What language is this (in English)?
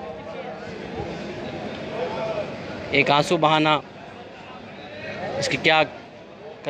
Hindi